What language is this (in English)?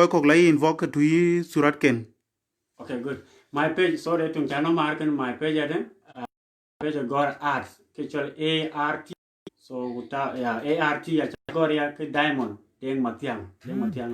Dinka